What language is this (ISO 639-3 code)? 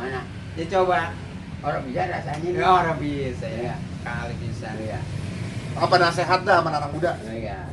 bew